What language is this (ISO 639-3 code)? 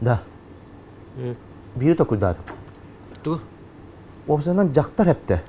sah